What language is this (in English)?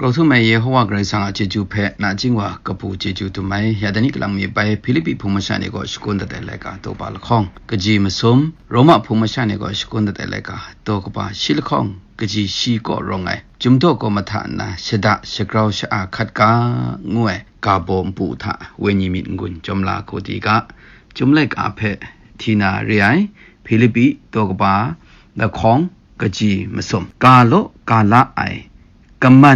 Kachin